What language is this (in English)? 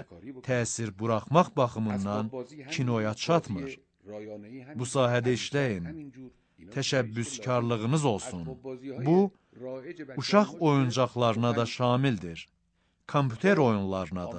Azerbaijani